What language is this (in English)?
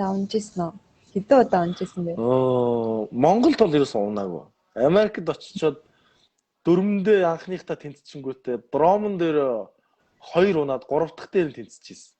Mongolian